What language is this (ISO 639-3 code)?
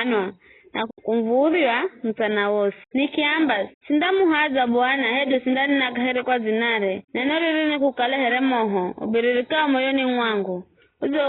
nyf